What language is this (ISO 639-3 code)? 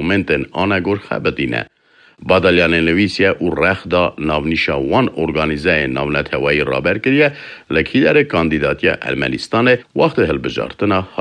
kur